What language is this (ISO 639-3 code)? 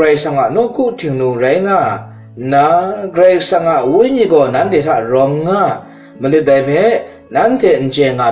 kac